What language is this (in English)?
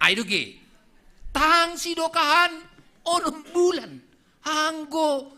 Batak Simalungun